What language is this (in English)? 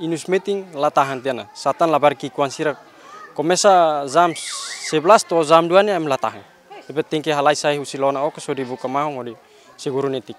Tetum